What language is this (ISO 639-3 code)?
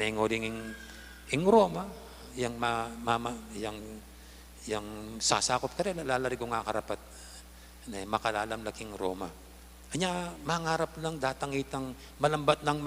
pam